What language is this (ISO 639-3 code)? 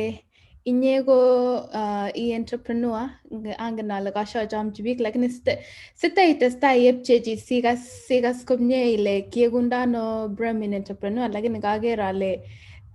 kln